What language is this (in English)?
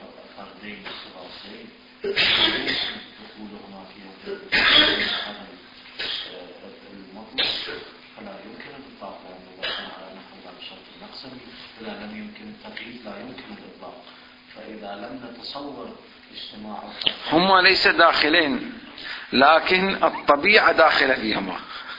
Arabic